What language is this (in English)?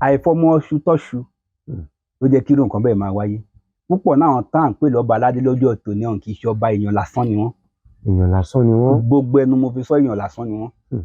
Yoruba